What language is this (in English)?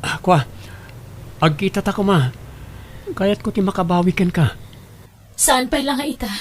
Iloko